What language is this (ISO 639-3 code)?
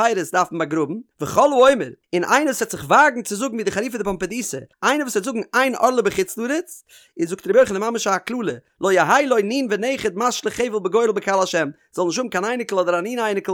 yid